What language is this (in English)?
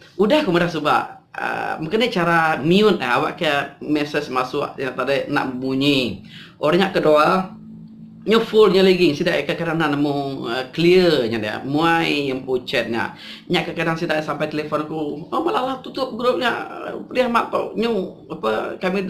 Iban